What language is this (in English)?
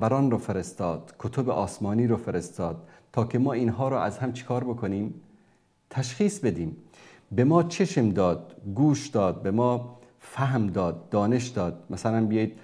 Persian